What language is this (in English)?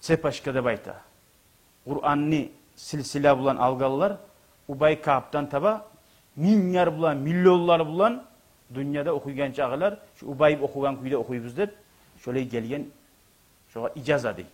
Kumyk